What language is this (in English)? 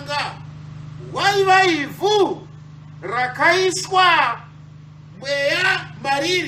Shona